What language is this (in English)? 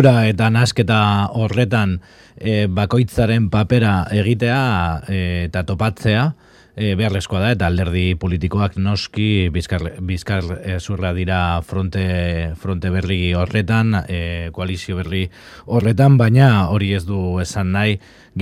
Basque